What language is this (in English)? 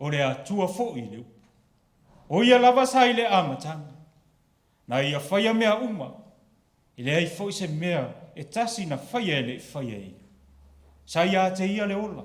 Samoan